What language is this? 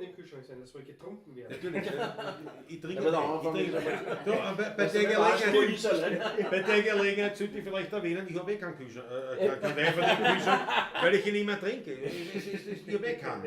Bavarian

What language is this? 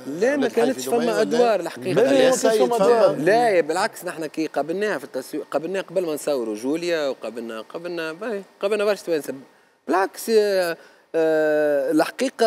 Tunisian Arabic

